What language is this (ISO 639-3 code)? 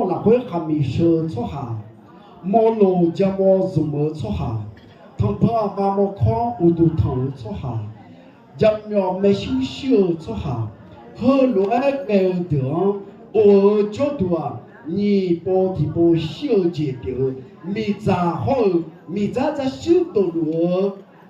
ahk